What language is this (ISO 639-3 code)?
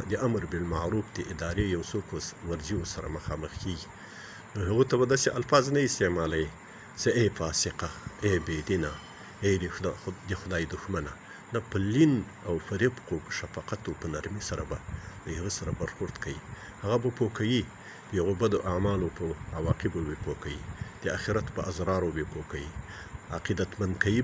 pus